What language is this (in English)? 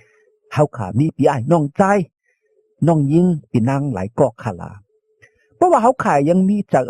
Shan